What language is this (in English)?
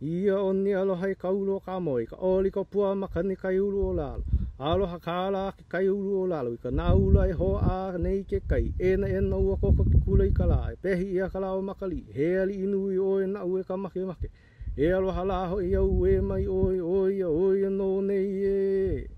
Hawaiian